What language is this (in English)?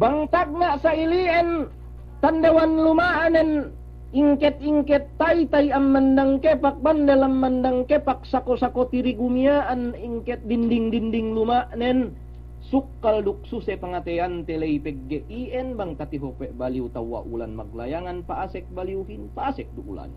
Yakan